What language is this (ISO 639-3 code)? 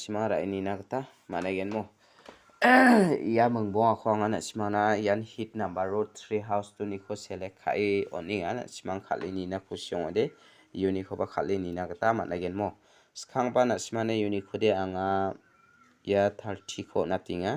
grt